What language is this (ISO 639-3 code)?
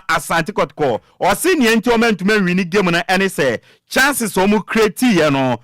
aka